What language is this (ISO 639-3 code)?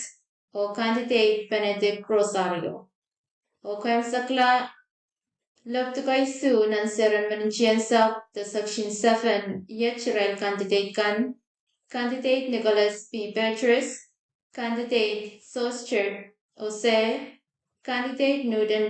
pon